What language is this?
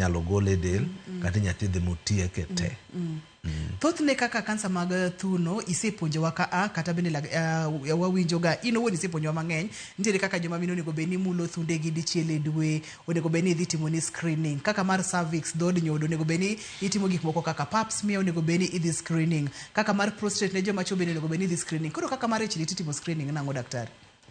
Luo (Kenya and Tanzania)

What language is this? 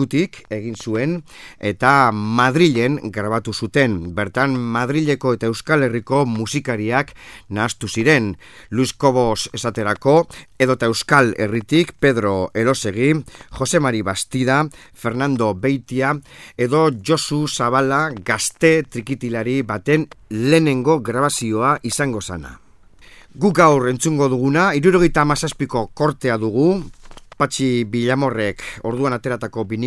Basque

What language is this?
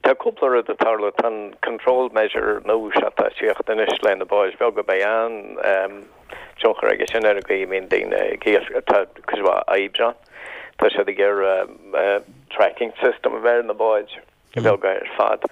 Irish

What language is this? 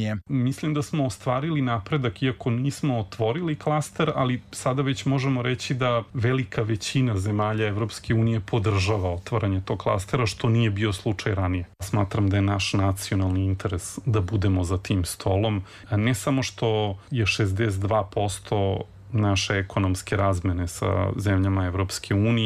Serbian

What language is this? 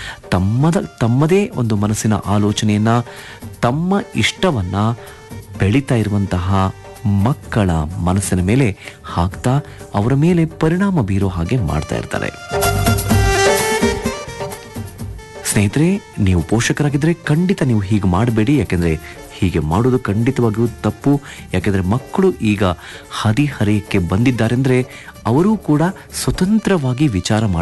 Kannada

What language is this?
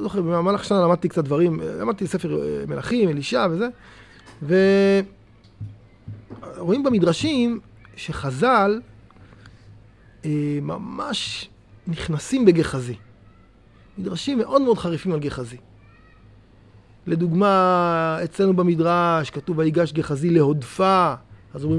Hebrew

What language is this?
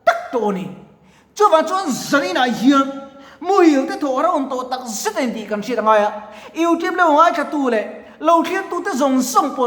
Mizo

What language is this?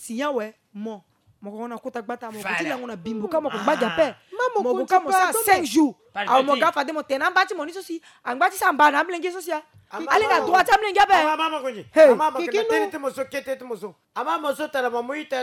Sango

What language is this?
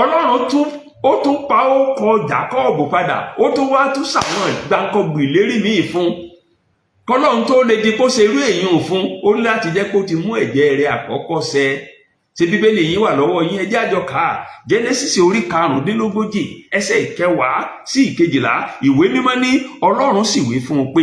Yoruba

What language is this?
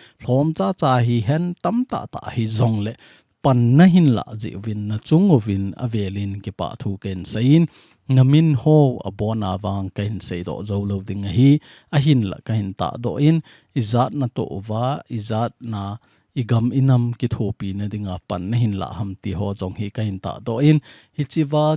Thado Chin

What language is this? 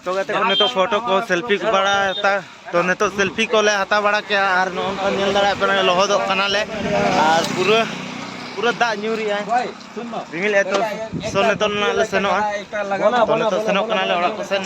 Santali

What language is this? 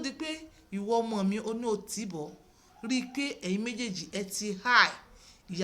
Yoruba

